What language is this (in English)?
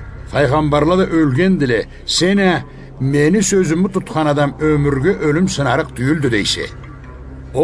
Karachay-Balkar